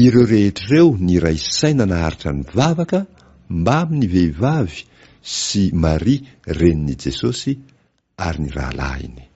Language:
Malagasy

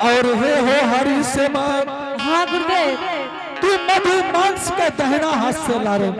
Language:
Angika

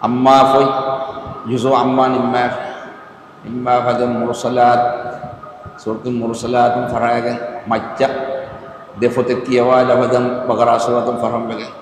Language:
Divehi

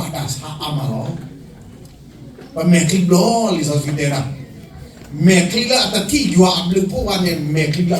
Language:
S'gaw Karen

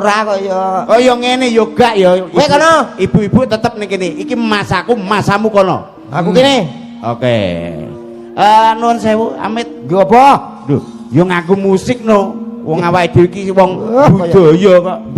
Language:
Javanese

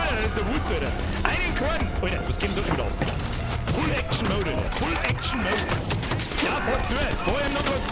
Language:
Bavarian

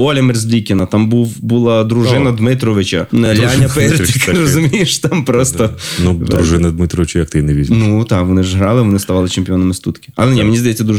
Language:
Ukrainian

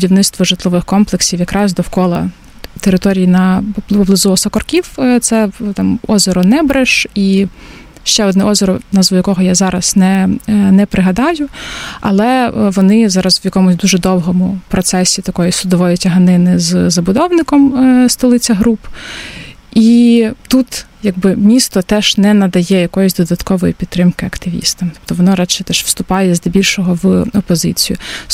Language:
Ukrainian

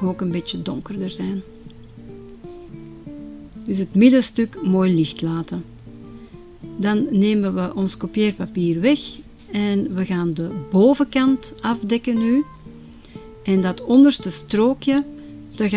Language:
Dutch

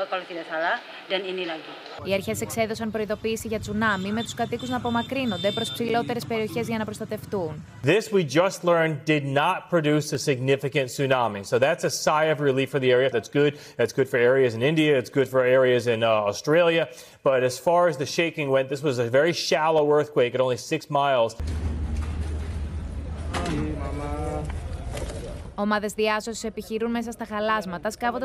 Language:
Greek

